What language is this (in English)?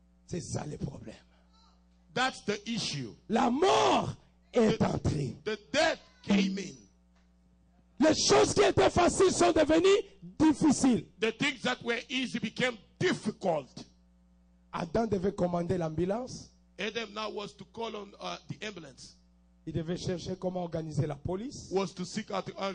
French